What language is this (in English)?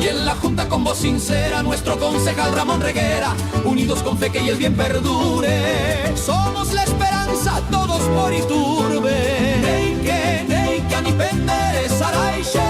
Guarani